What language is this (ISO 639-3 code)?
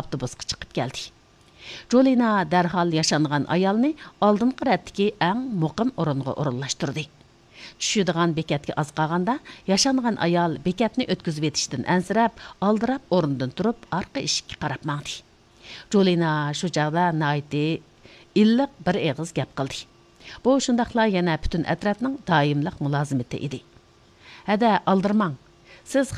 uig